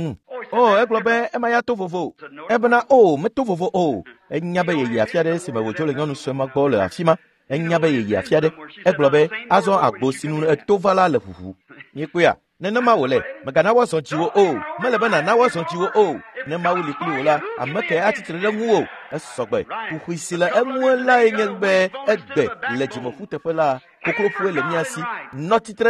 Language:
Ewe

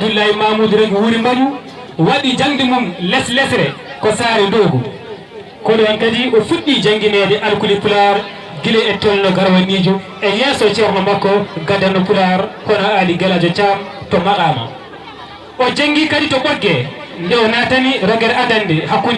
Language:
Fula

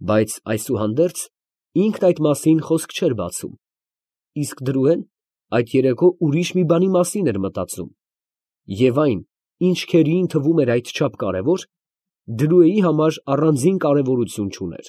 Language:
Armenian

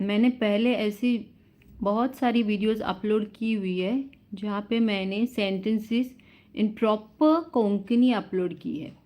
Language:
Konkani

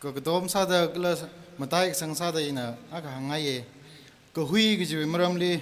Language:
Tangkhul Naga (India)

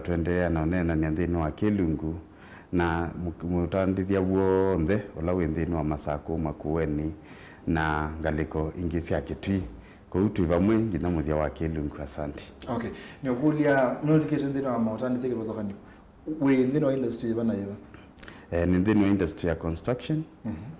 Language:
Kamba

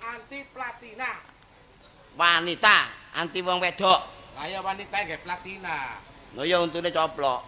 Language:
Javanese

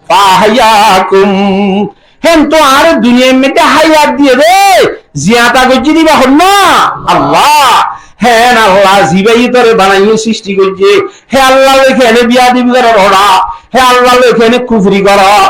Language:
Rohingya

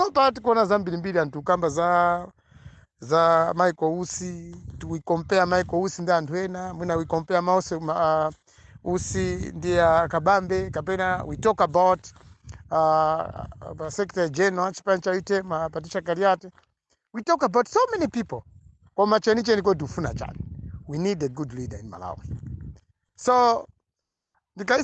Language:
Nyanja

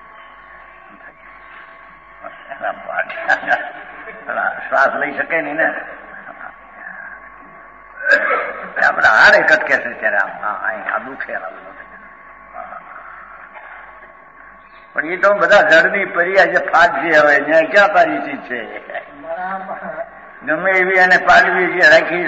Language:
Gujarati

